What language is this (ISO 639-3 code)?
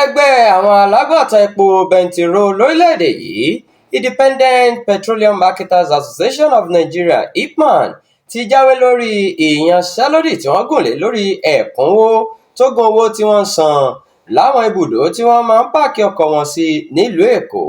yor